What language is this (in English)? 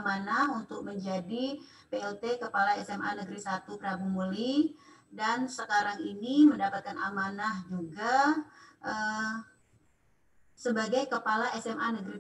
Indonesian